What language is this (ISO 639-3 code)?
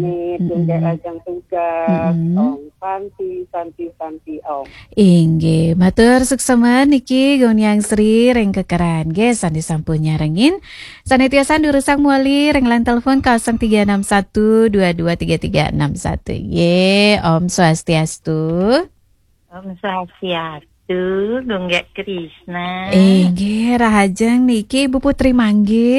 ban